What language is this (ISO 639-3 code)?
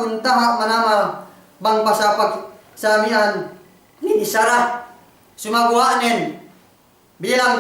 yka